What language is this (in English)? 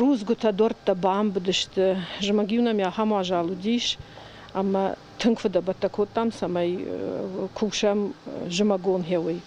Ossetic